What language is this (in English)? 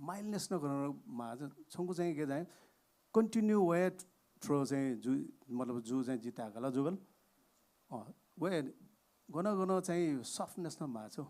Newari